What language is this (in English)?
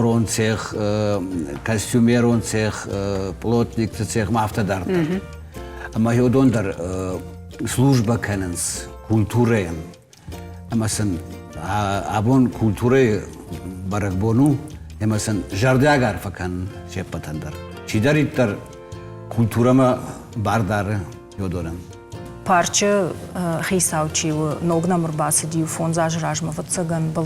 Ossetic